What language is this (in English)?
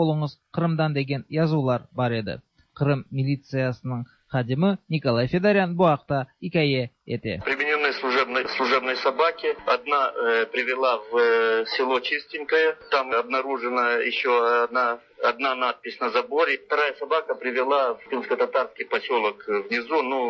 Tatar